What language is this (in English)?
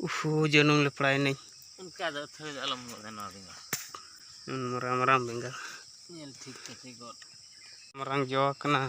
Santali